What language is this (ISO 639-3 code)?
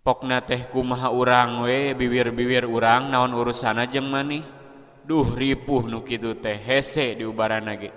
sun